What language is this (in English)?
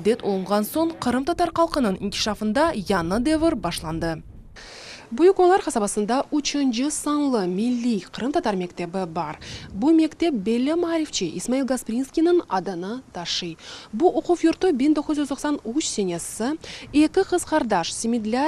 Crimean Tatar